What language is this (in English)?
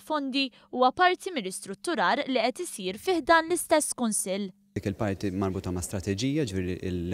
Maltese